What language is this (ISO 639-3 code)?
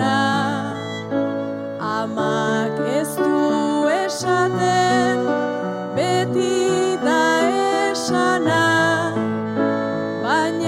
eus